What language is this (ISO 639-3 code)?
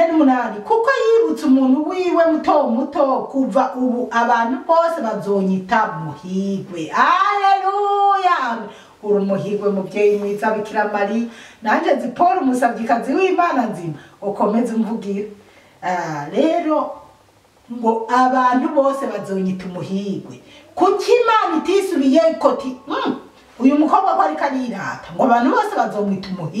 run